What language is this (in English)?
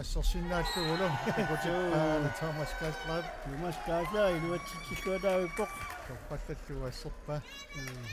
Kalaallisut